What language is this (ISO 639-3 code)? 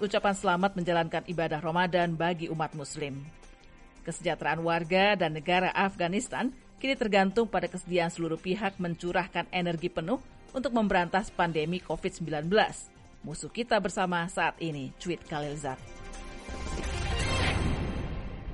ind